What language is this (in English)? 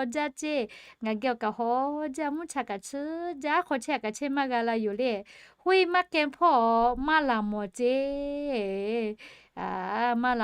Lahu